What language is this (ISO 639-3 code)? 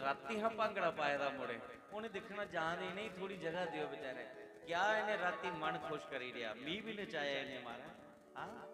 doi